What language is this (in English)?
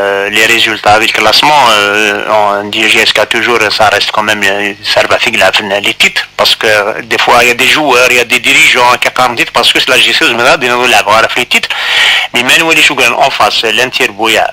Kabyle